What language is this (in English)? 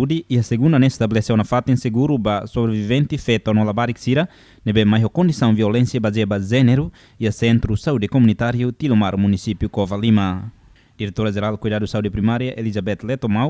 Tetum